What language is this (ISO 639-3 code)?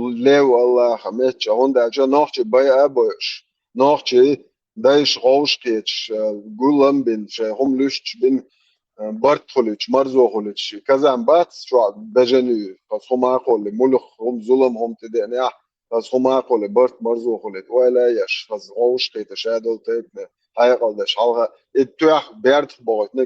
che